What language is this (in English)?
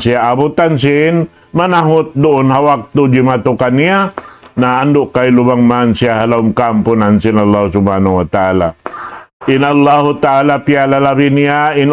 Tausug